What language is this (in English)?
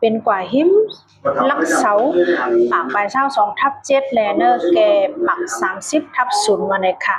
Shan